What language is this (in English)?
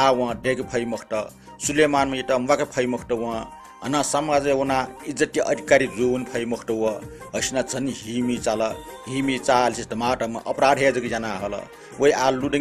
Newari